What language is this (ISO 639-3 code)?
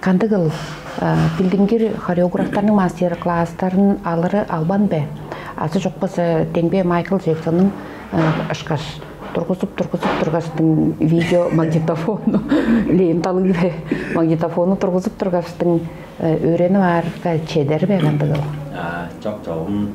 tyv